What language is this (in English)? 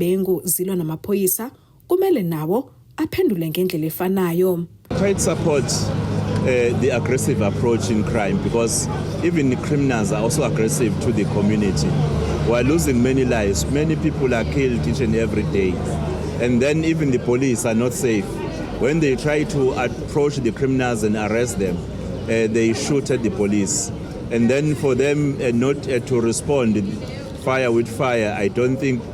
Zulu